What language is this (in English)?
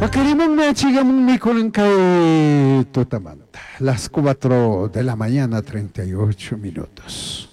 Chimborazo Highland Quichua